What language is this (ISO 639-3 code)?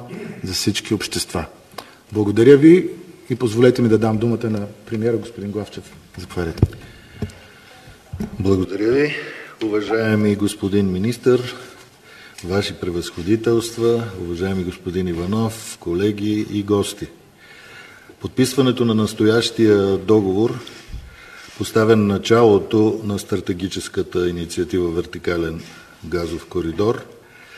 bul